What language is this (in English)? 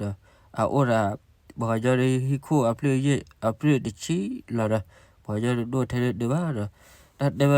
S'gaw Karen